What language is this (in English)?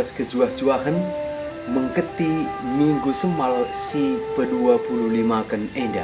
Batak Karo